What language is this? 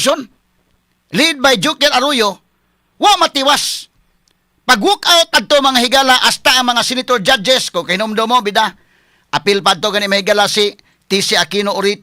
Cebuano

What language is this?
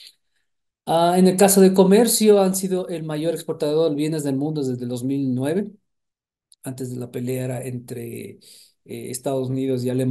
Spanish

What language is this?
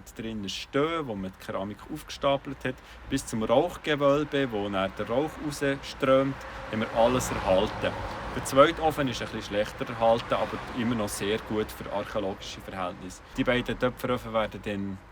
Swiss German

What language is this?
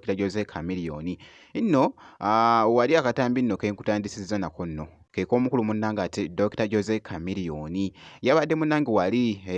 Ganda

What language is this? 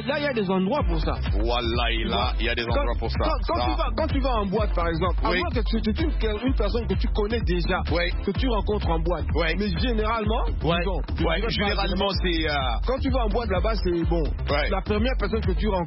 French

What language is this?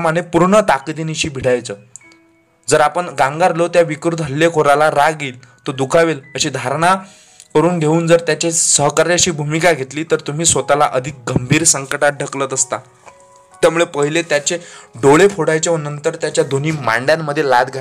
Marathi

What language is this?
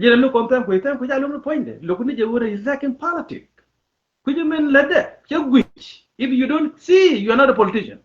Nuer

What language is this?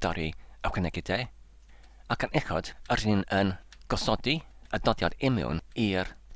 Welsh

